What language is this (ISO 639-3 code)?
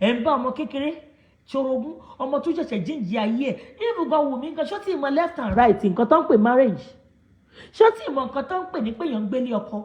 yor